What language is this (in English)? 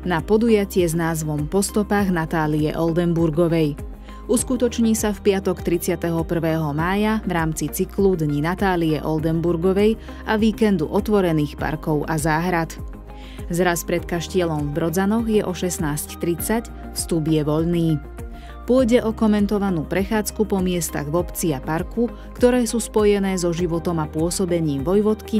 Slovak